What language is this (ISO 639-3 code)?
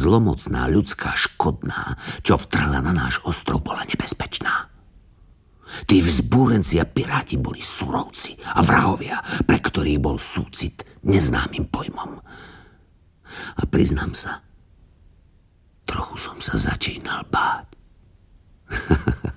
slk